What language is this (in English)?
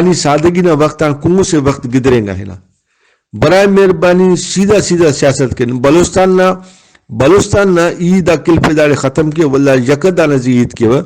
Brahui